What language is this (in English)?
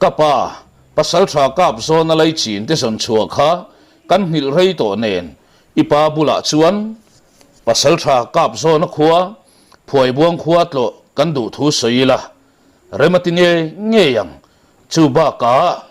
Mizo